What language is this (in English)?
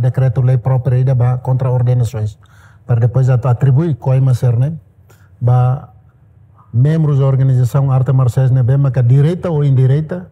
Tetum